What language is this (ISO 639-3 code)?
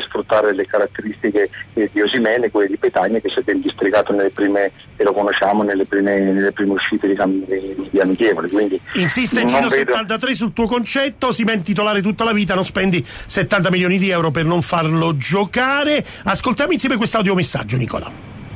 ita